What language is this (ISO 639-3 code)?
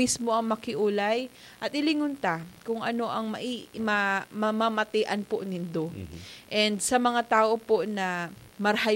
bik